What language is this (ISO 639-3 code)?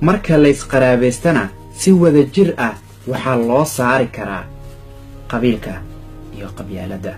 som